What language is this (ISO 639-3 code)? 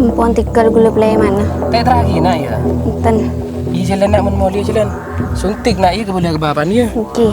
mad